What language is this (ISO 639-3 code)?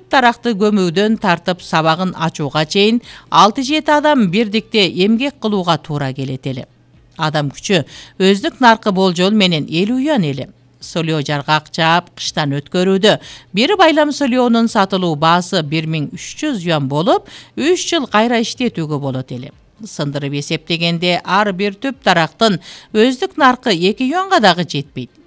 kir